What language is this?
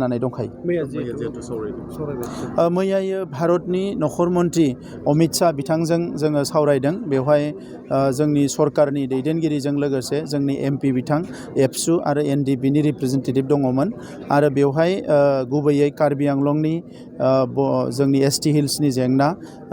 Bodo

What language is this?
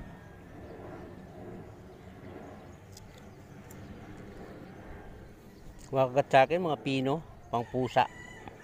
Filipino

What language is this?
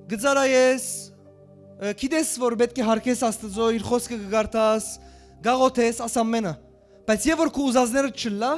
Western Armenian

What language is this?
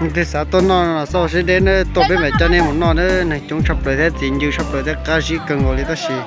Hmong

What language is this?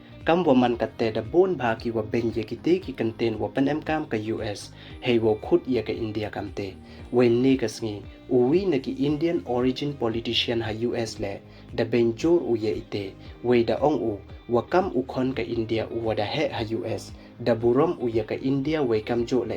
Pnar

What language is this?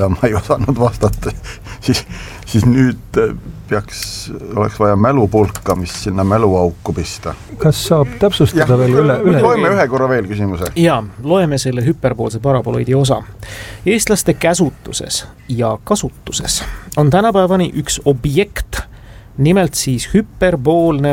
Estonian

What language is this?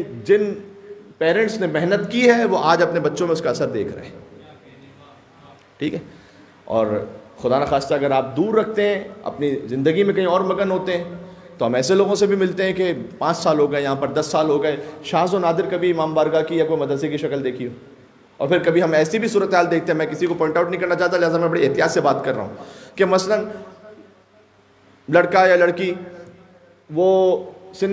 Urdu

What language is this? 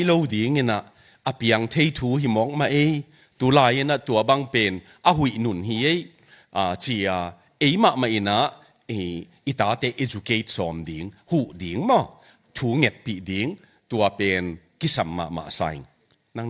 Tedim Chin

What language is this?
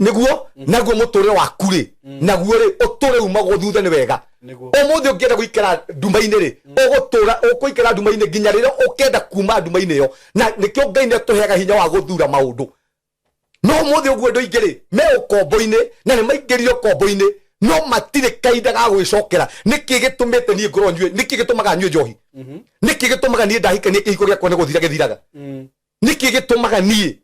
Kikuyu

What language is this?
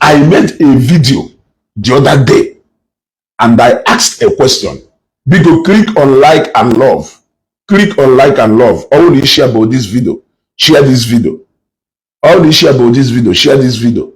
Igbo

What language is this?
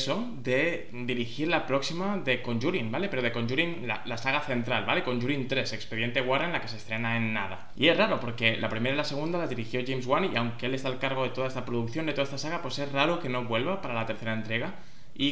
Spanish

